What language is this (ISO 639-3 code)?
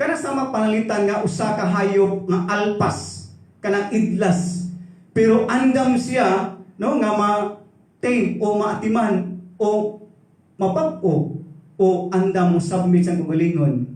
ceb